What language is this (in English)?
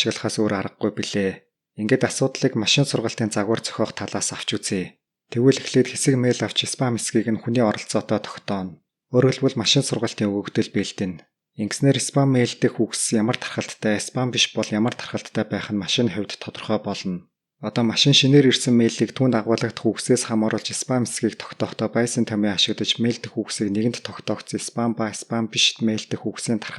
Mongolian